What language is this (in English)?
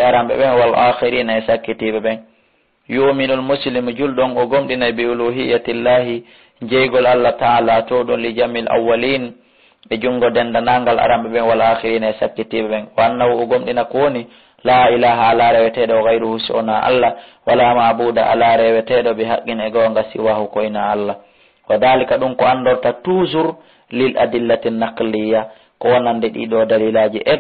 Fula